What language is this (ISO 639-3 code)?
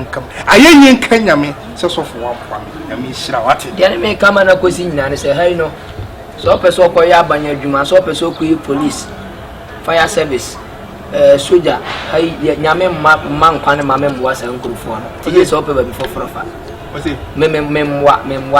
aka